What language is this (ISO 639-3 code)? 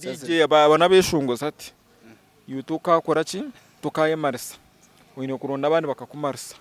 nyn